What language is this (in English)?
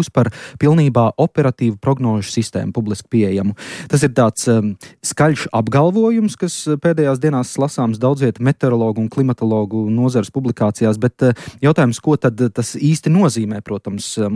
Latvian